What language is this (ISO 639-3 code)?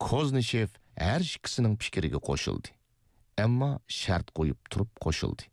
uig